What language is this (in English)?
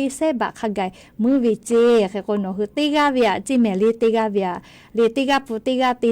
Lahu